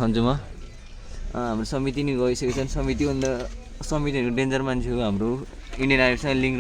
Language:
Nepali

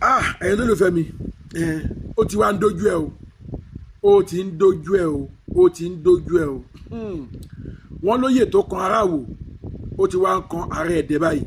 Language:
Yoruba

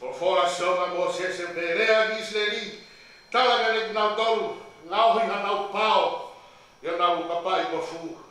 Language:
Tongan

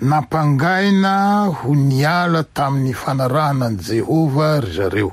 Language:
Malagasy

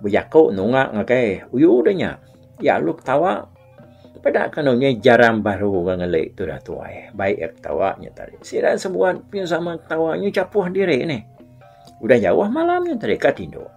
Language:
Iban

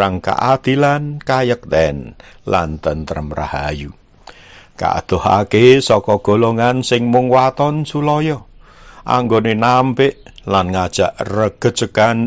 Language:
Javanese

